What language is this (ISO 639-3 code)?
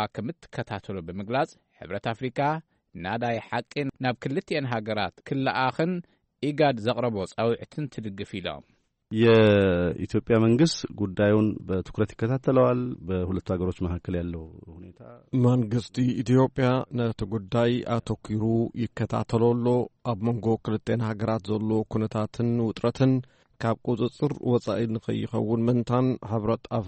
tir